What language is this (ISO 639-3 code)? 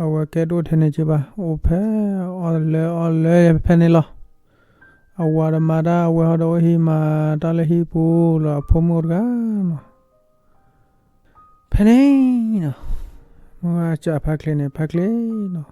ksw